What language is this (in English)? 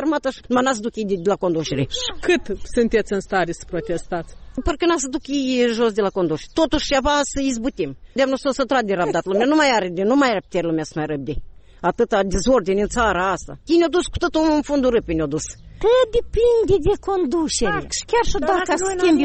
Romanian